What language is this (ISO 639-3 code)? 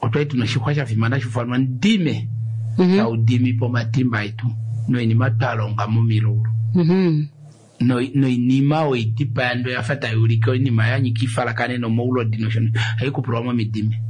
kua